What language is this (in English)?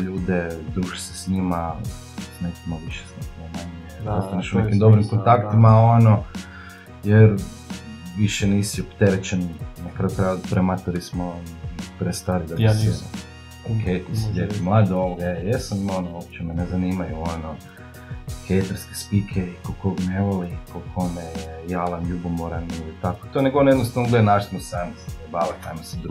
Croatian